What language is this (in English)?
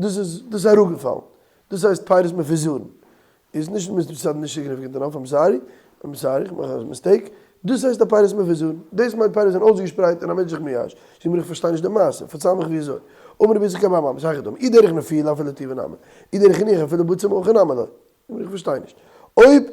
Yiddish